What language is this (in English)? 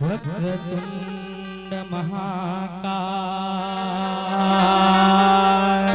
Chhattisgarhi